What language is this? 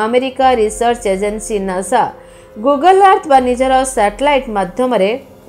Odia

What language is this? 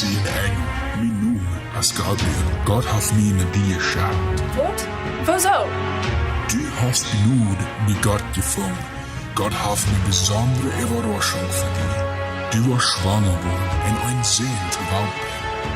Plautdietsch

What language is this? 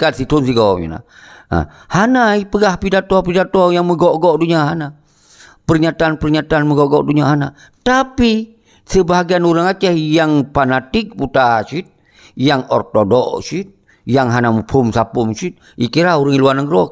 Achinese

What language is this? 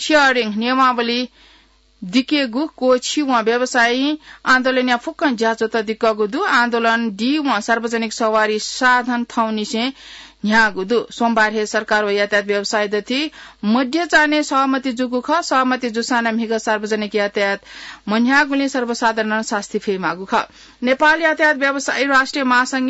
Newari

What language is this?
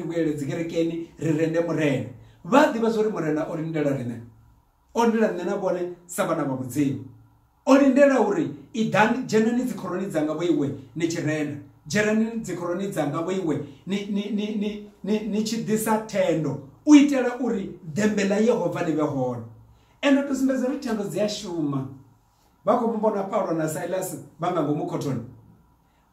Venda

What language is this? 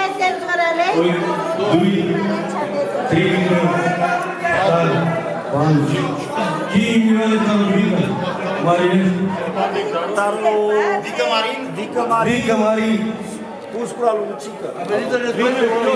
Romanian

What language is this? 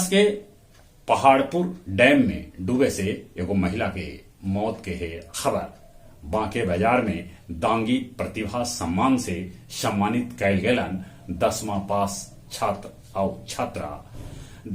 Magahi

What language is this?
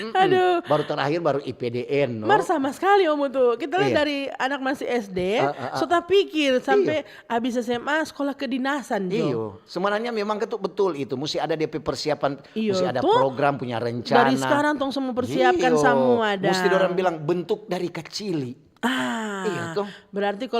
Manado Malay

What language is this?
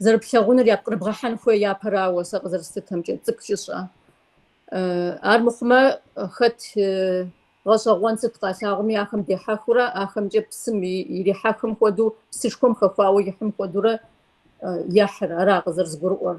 Kabardian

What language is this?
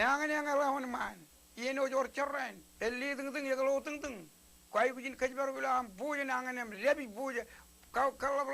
Marshallese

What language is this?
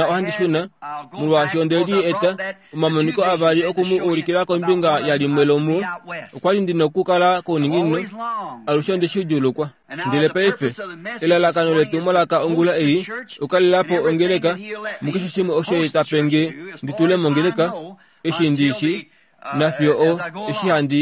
Kuanyama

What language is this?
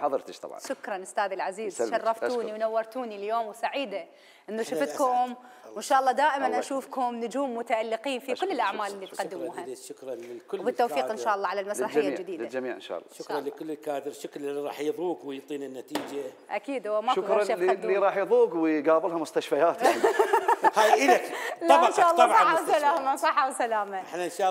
Mesopotamian Arabic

